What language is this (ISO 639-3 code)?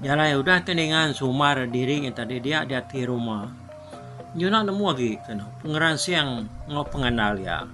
iba